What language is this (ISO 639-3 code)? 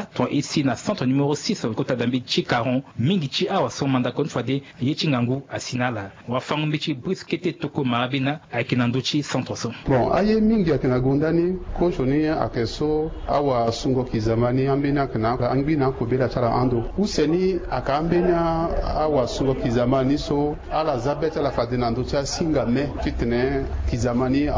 sag